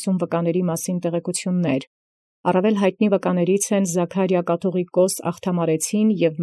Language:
Armenian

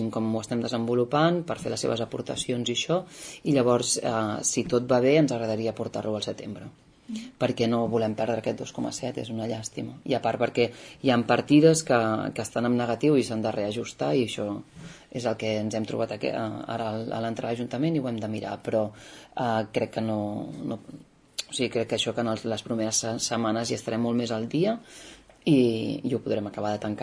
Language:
Catalan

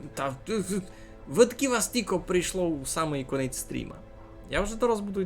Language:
Rusyn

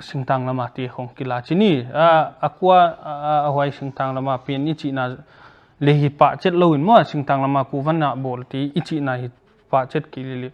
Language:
Paite Chin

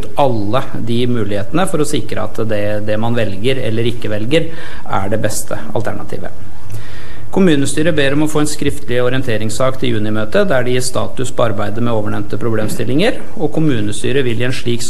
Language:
Norwegian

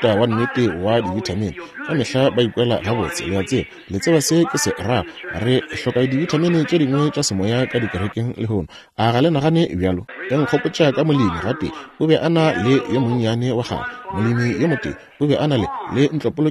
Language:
Northern Sotho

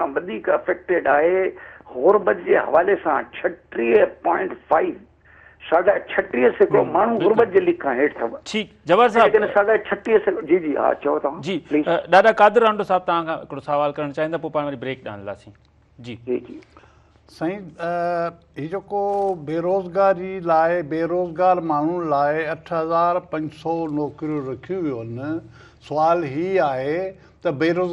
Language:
Sindhi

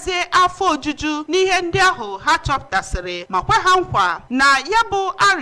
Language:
Igbo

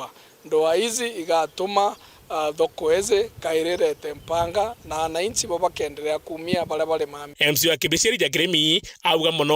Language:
Meru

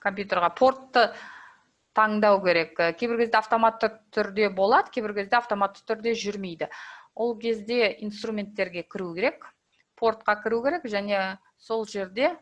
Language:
Kazakh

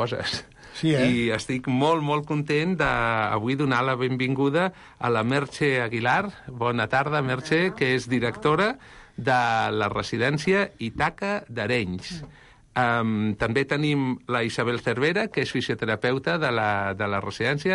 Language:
Catalan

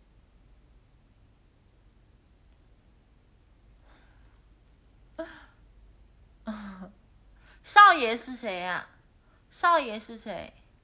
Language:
Chinese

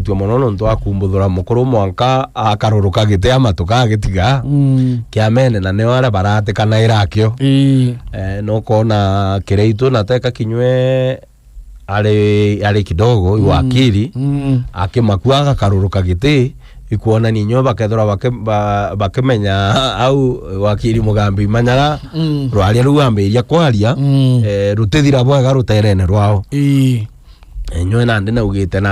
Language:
Meru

